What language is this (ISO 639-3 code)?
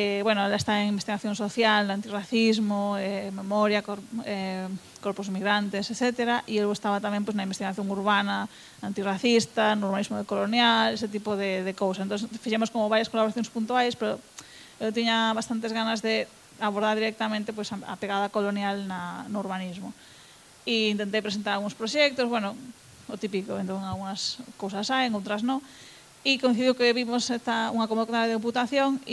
glg